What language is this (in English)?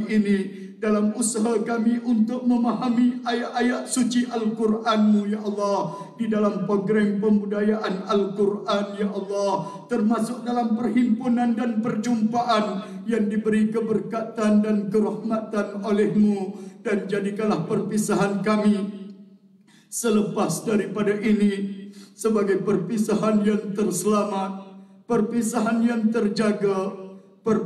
Malay